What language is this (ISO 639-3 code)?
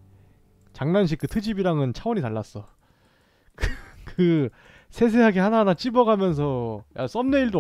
kor